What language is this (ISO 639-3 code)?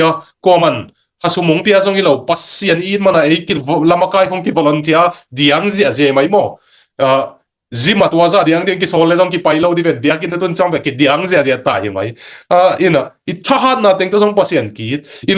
ctd